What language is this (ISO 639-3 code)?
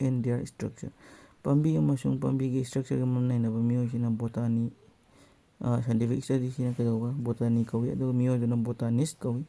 mni